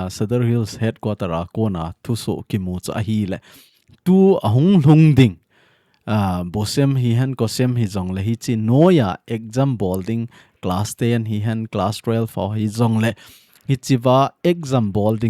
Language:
Thado Chin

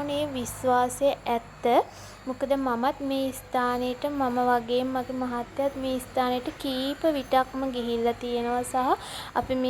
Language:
Sinhala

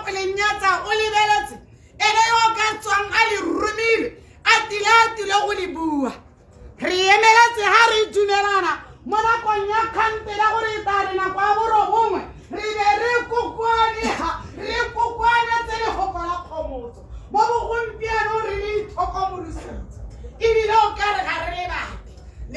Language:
Tswana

